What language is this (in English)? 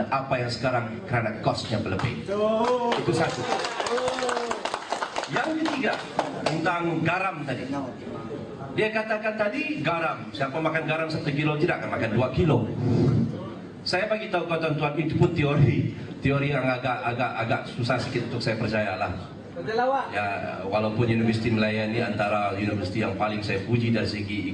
Malay